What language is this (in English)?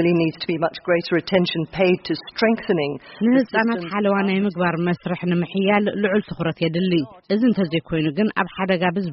Tigrinya